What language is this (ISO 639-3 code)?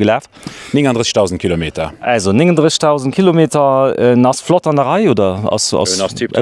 ltz